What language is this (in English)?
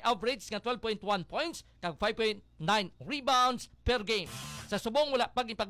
Hiligaynon